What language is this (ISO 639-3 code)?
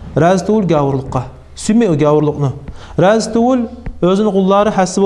kum